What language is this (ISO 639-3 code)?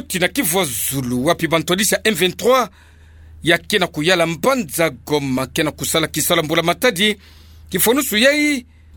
ktu